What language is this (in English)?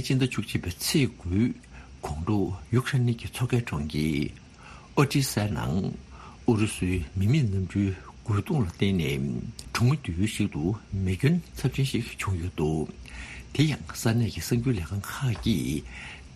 Tibetan